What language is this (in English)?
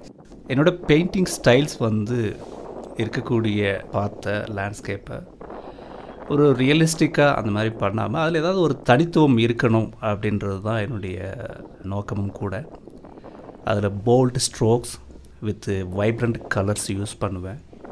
Tamil